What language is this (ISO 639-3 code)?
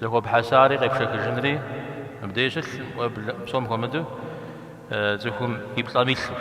kbd